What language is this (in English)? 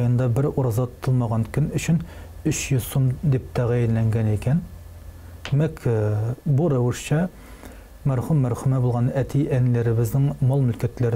Tatar